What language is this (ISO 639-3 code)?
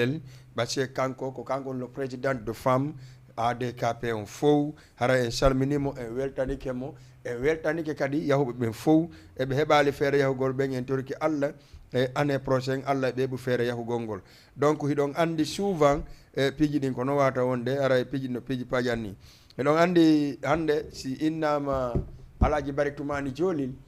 ful